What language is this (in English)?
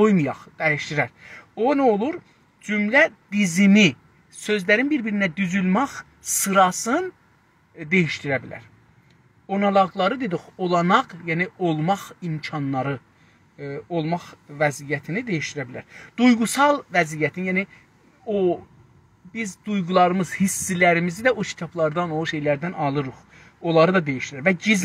South Azerbaijani